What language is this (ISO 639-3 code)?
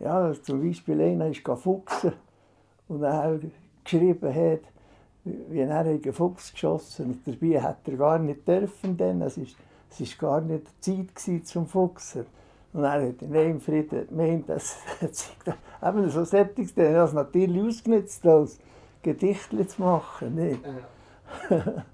gsw